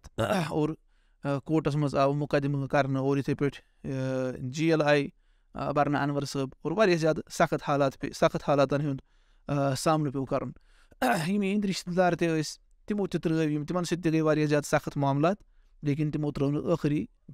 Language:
Kashmiri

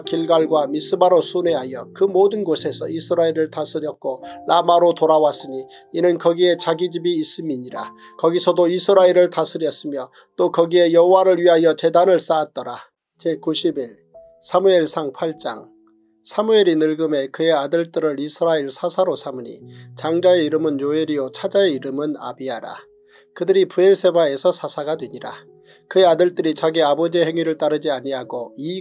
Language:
Korean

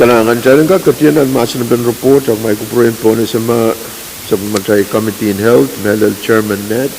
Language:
Pohnpeian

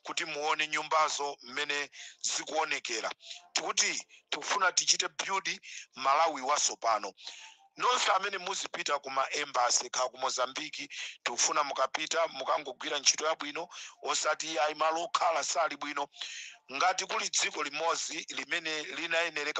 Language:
Nyanja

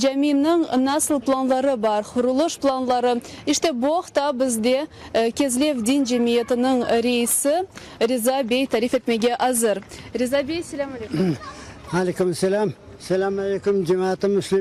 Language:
Crimean Tatar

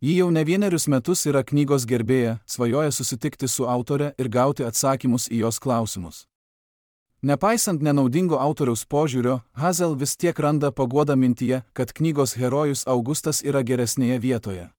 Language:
Lithuanian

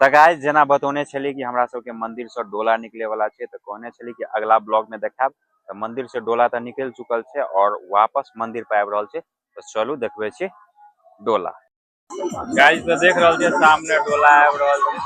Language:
Maithili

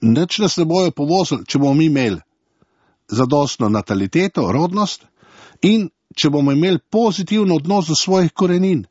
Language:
Slovenian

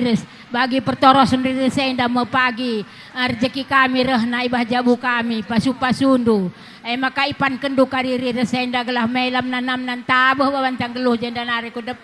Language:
Batak Karo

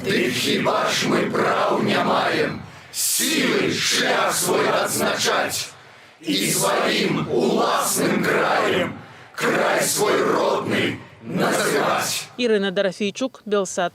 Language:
Belarusian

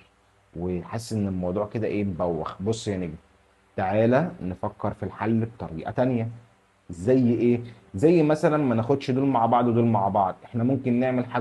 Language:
Egyptian Arabic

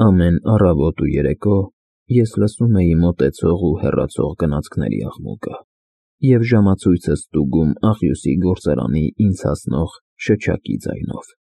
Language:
Armenian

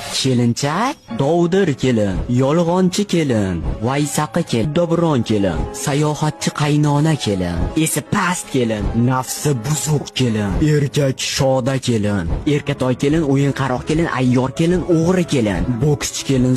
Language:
Uzbek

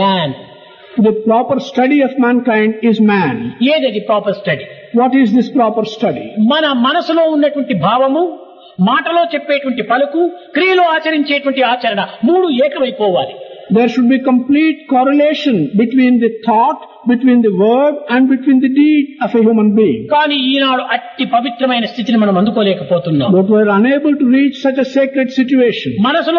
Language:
Telugu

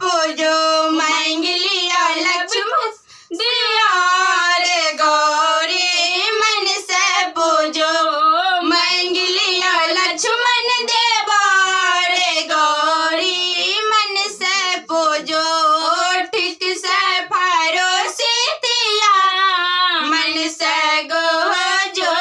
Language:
Maithili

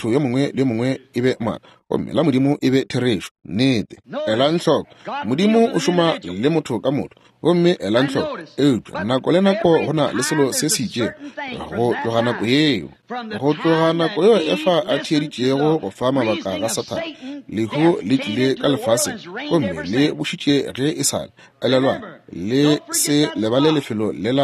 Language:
Northern Sotho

